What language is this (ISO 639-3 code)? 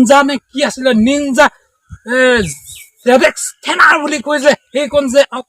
asm